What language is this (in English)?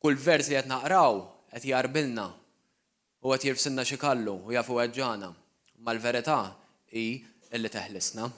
Maltese